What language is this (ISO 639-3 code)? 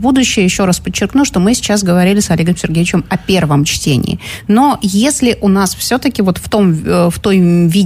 rus